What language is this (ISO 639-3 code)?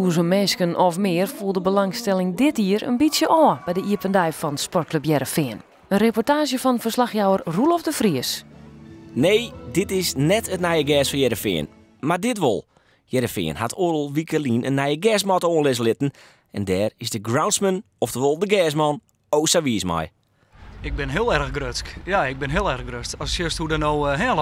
fry